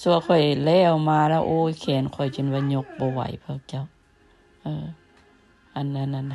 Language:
Lao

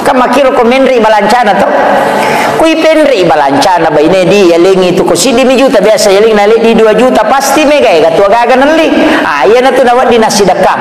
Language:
Buginese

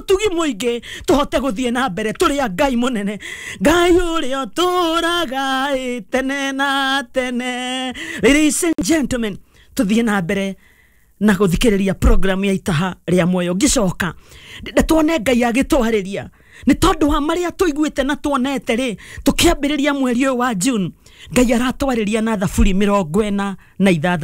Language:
Kikuyu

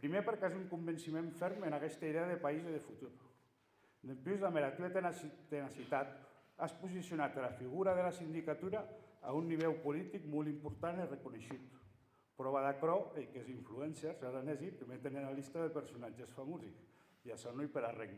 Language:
Occitan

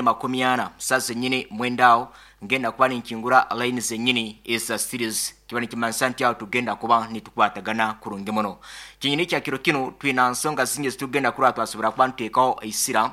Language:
Nyoro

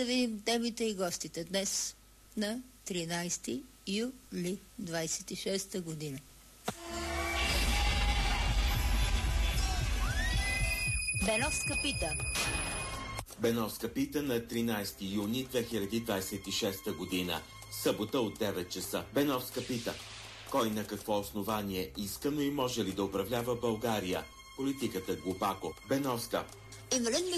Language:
Bulgarian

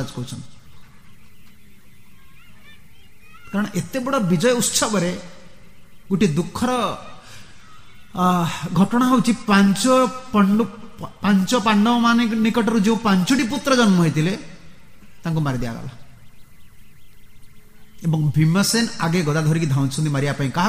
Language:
Odia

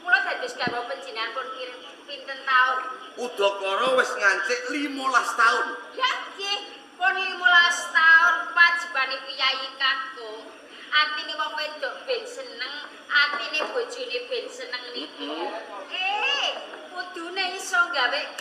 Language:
Javanese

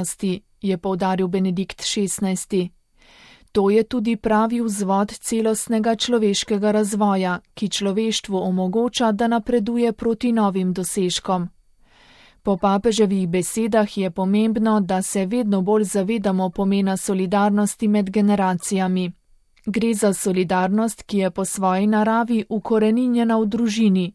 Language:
Slovenian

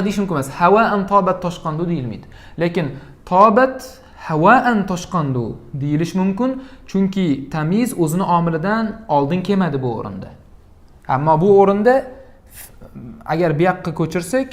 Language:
Uzbek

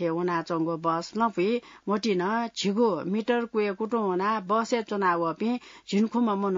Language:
Newari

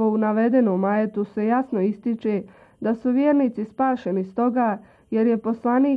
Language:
Bosnian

